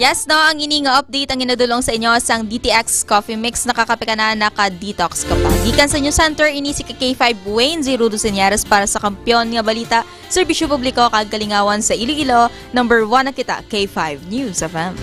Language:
Hiligaynon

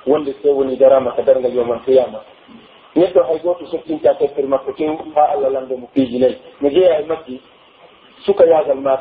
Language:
Pular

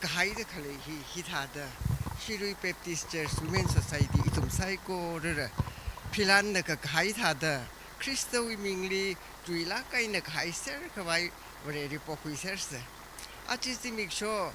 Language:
Tangkhul Naga (India)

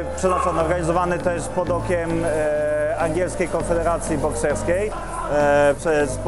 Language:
Polish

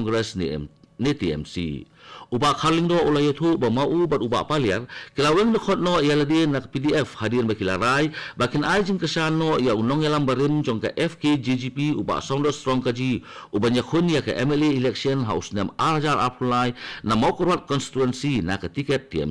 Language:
Khasi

